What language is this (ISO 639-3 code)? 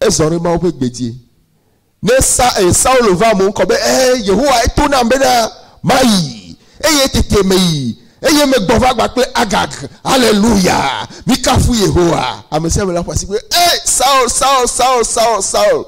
ewe